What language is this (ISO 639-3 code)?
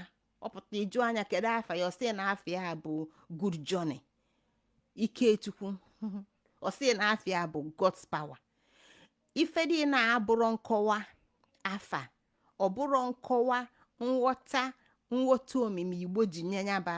ibo